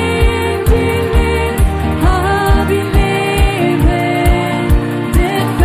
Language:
Plautdietsch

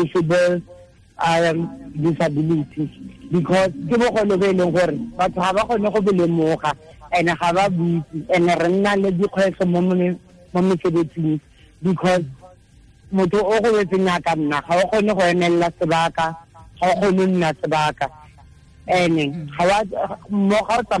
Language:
Tswana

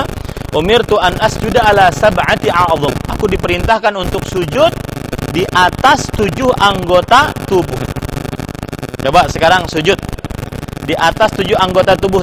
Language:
Indonesian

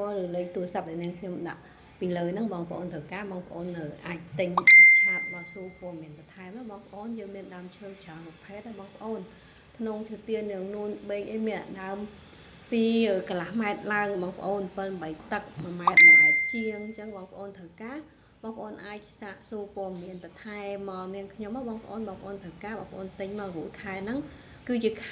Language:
Khmer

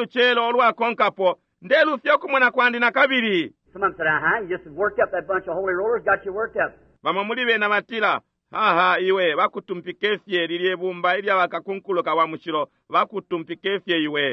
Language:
Bemba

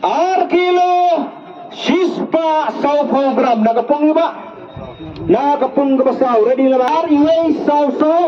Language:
Khasi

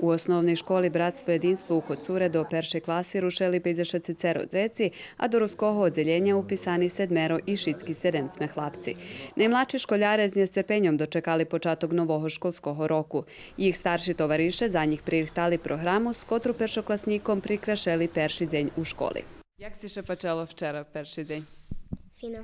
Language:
Rusyn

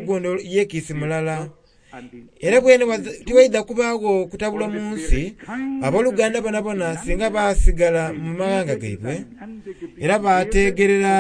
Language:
Soga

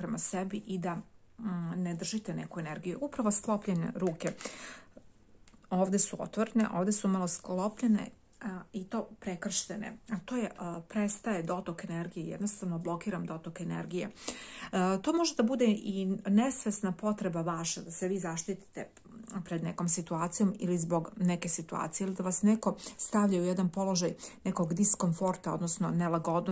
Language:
Serbian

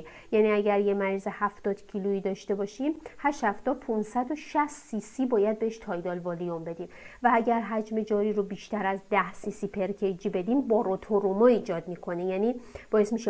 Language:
Persian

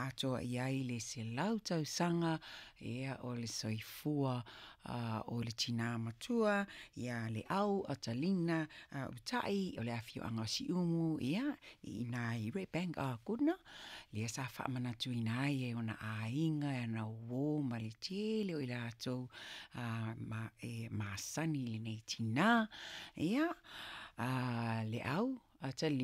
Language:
Samoan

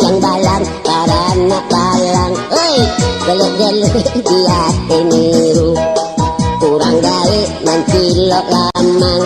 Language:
Minangkabau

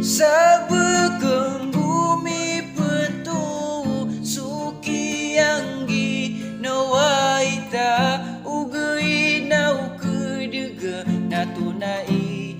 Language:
Maranao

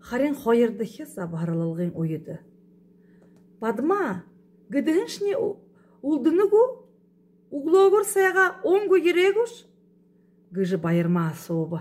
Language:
Buriat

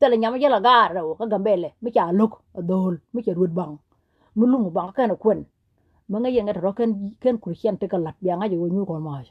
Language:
Nuer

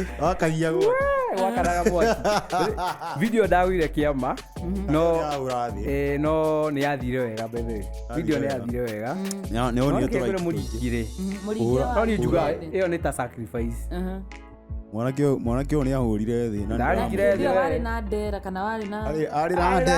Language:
Kikuyu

